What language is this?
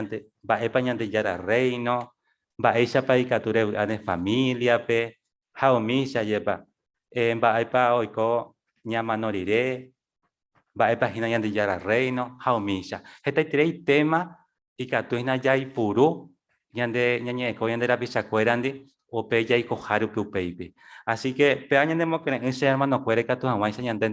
Guarani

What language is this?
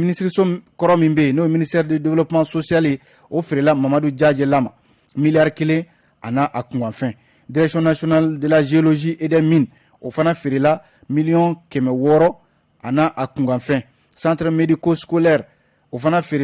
Bambara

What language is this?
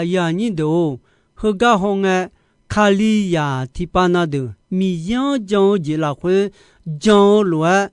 Akha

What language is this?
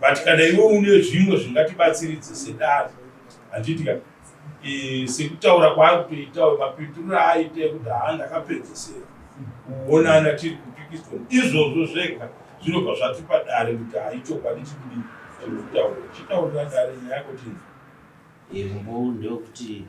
Shona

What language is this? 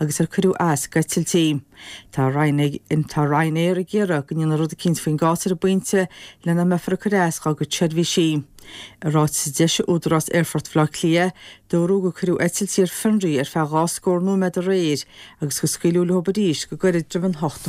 Irish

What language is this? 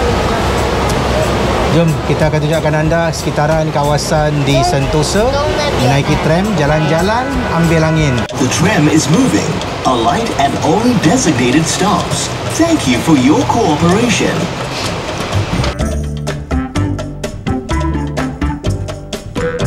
Malay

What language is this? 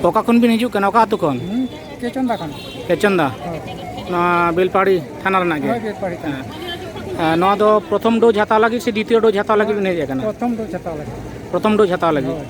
Santali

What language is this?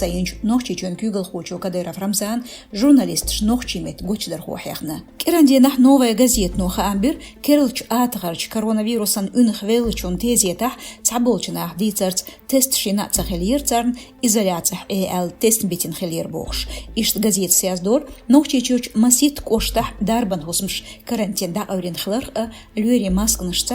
Chechen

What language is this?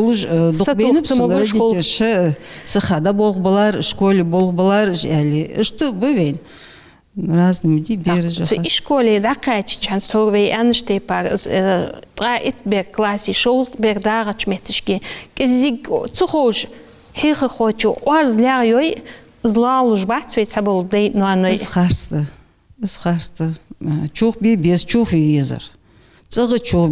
Ingush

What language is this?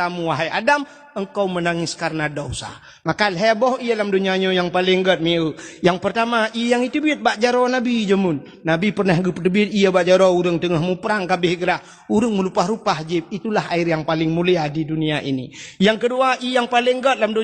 Achinese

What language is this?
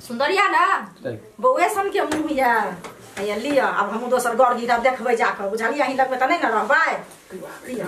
Maithili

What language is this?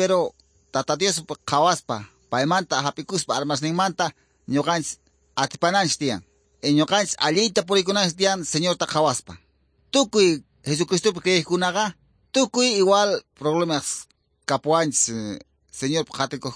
Quechua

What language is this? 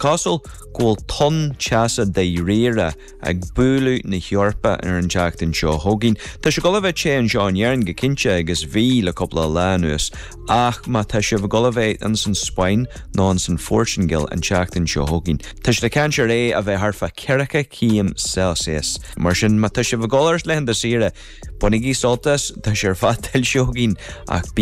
Irish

